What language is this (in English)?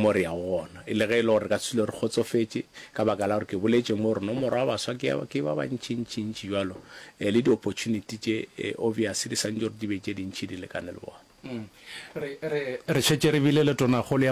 Northern Sotho